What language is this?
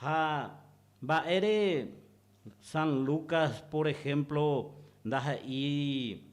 Guarani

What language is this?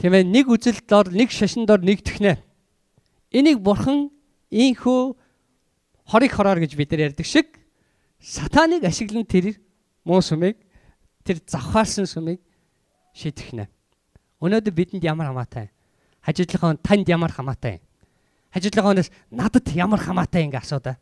Mongolian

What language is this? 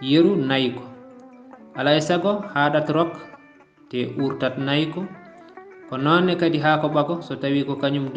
Fula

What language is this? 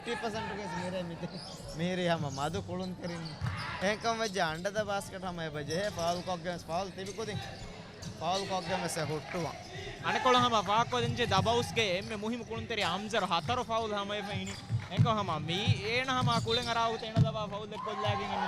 Divehi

